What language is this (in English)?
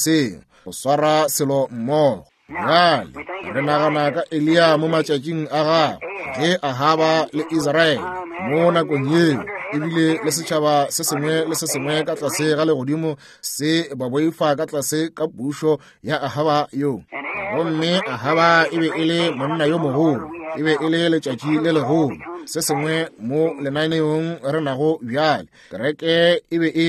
Northern Sotho